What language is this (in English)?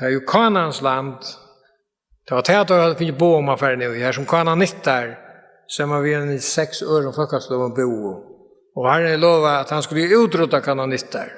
Faroese